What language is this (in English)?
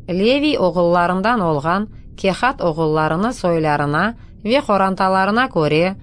Crimean Tatar